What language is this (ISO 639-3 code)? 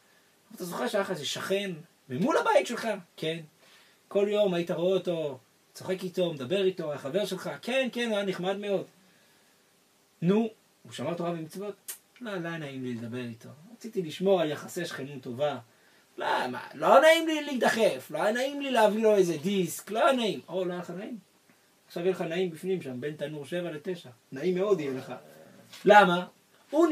heb